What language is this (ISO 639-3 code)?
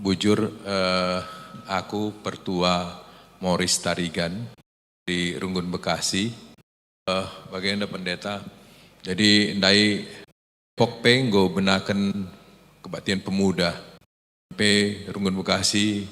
btx